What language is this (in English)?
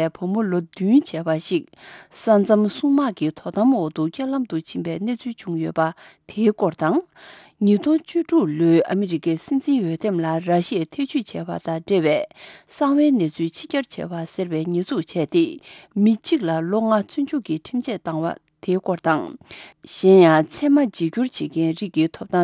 Tibetan